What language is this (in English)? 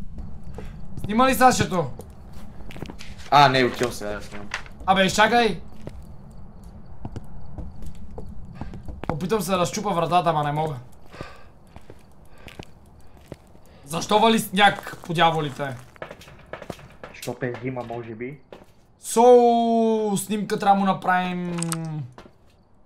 Bulgarian